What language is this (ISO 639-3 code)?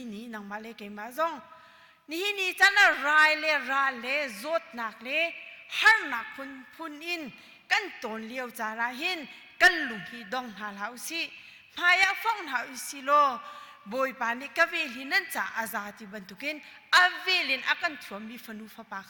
cnh